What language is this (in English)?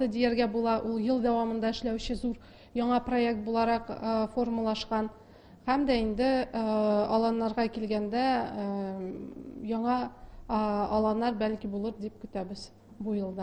Tatar